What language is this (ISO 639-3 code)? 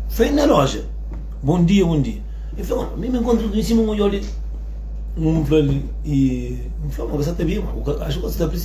kea